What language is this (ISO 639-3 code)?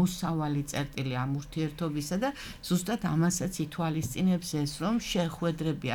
kat